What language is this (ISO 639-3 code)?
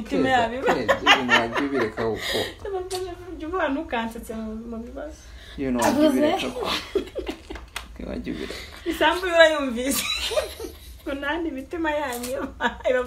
kin